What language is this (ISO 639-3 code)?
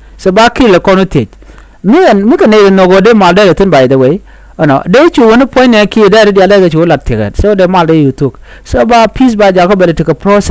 nus